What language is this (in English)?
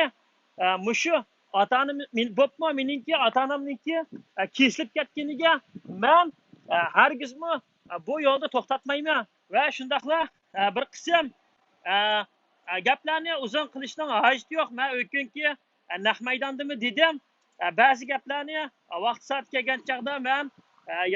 Uyghur